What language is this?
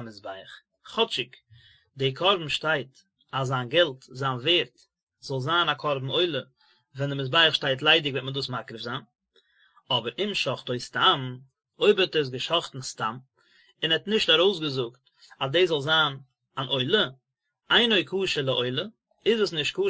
Yiddish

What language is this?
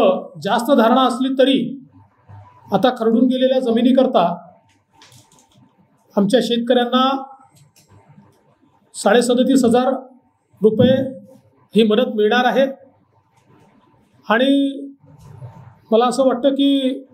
Marathi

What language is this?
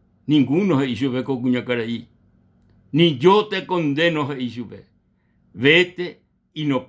Guarani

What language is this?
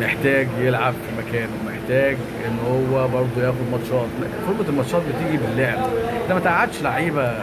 Egyptian Arabic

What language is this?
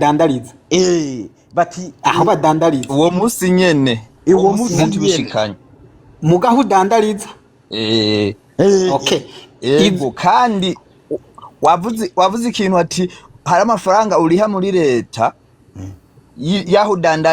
Rundi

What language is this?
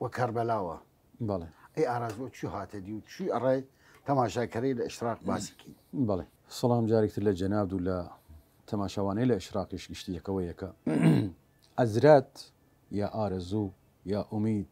Southern Kurdish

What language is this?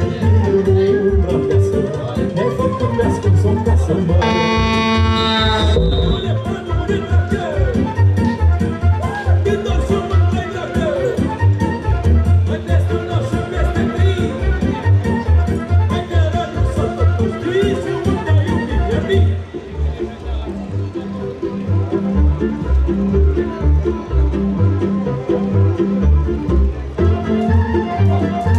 Romanian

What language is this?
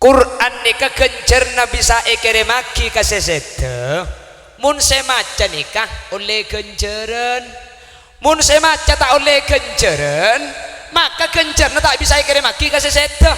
Madurese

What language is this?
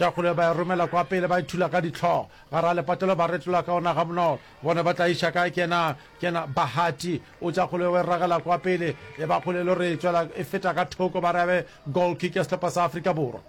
Northern Sotho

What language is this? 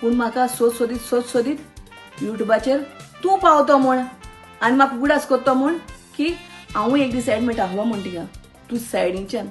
Konkani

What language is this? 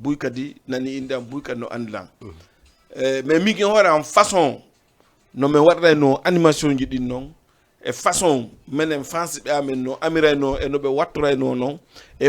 Fula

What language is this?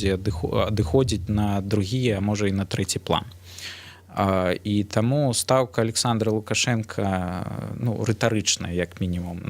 Belarusian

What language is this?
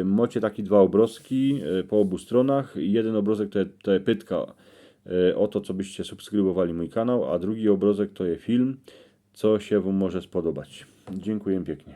Silesian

